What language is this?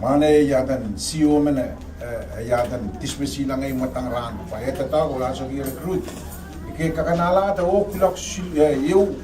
Pohnpeian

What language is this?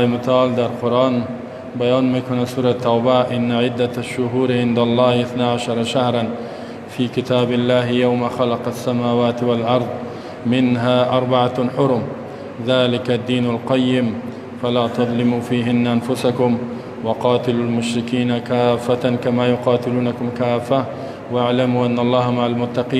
Persian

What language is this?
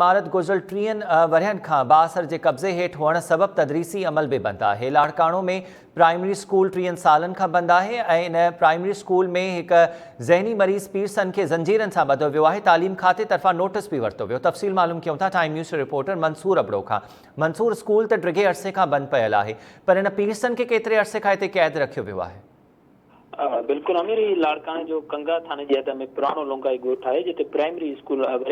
Sindhi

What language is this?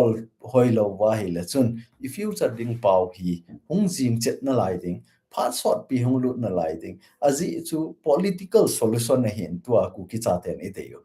Thado Chin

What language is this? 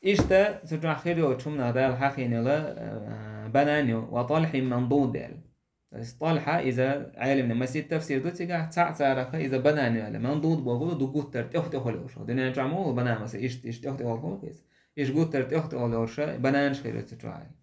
Chechen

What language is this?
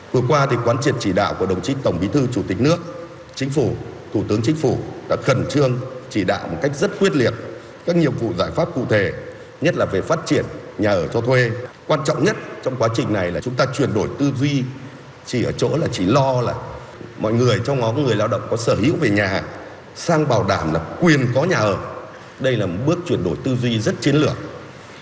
Vietnamese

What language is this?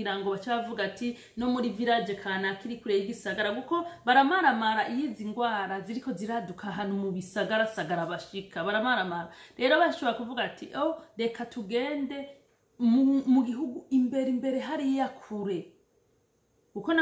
Rundi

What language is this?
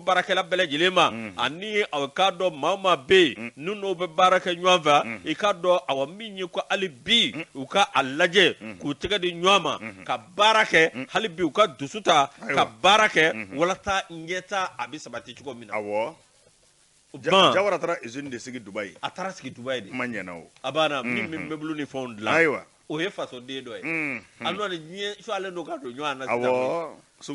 Bambara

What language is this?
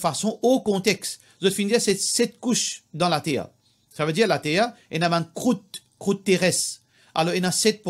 Morisyen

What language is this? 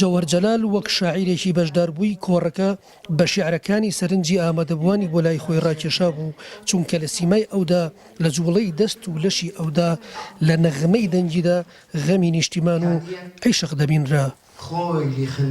Central Kurdish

